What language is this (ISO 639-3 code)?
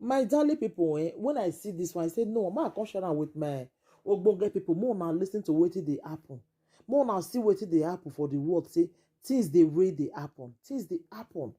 pcm